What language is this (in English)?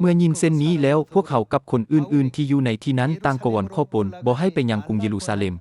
Lao